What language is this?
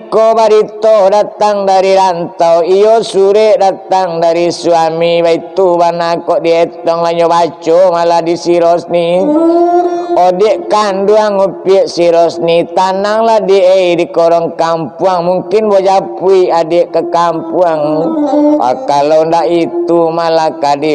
Minangkabau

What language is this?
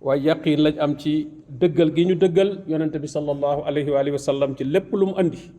Wolof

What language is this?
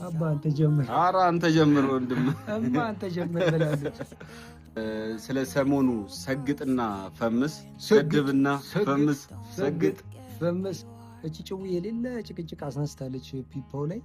Amharic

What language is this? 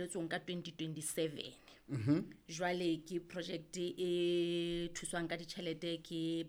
Southern Sotho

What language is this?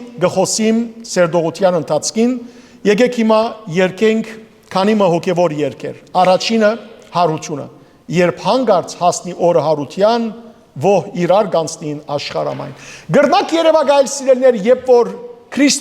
Western Armenian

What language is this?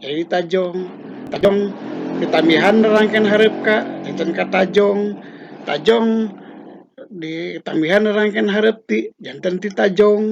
Sundanese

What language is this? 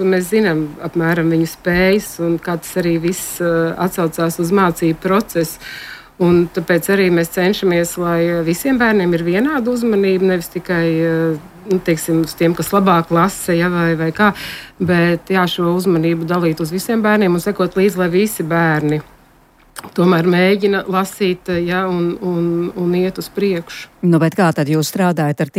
Latvian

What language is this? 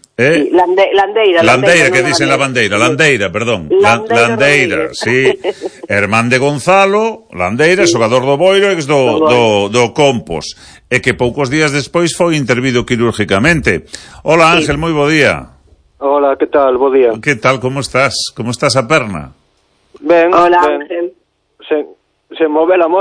Galician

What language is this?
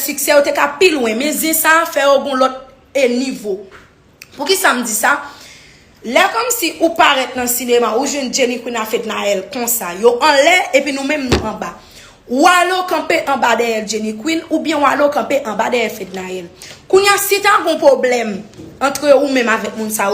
Haitian Creole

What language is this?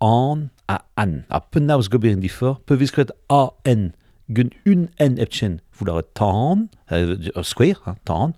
Breton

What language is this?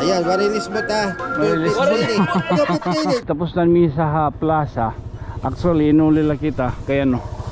Waray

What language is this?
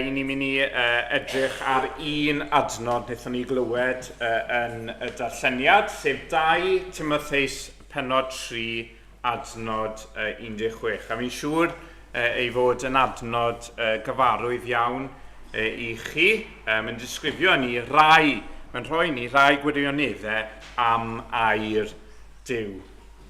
Welsh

